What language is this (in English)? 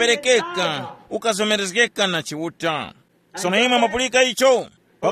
Tumbuka